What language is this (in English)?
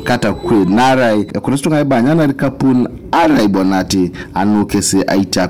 Teso